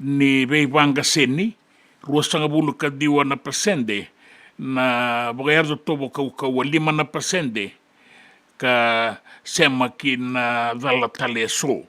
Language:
Fijian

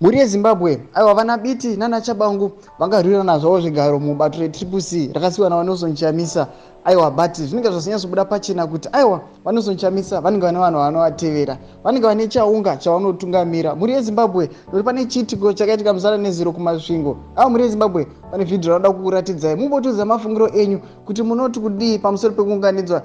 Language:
Shona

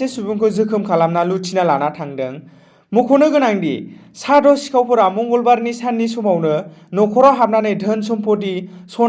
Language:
Bodo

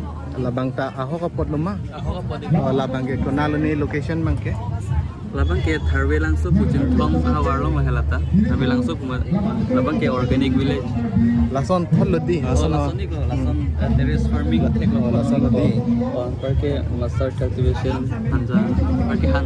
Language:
Karbi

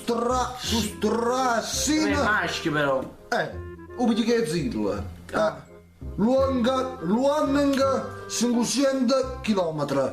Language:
Neapolitan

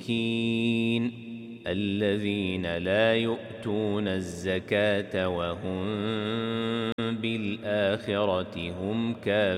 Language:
Arabic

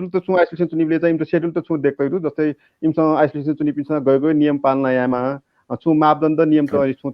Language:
Newari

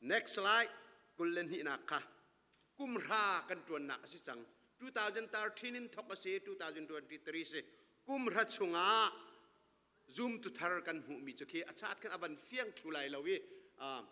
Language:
Hakha Chin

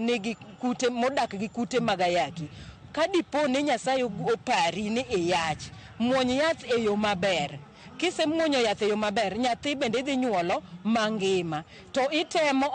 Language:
Luo (Kenya and Tanzania)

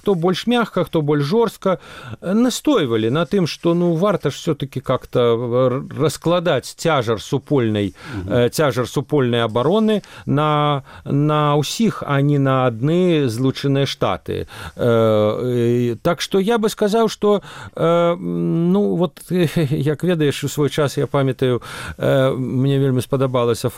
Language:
Belarusian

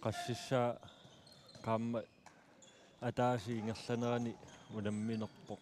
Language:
Kalaallisut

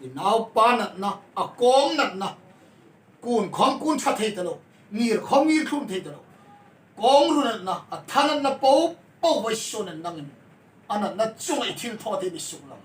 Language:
Hmar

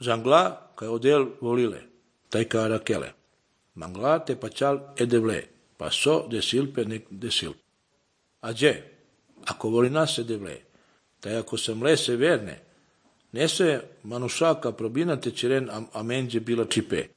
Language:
Serbian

